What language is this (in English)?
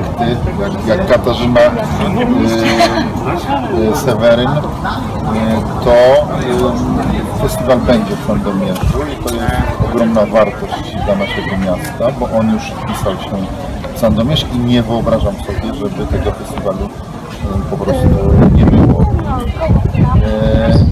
Polish